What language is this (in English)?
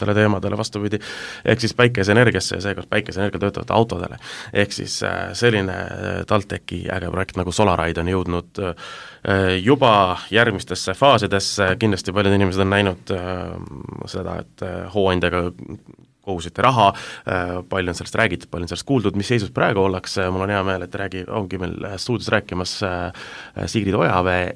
Estonian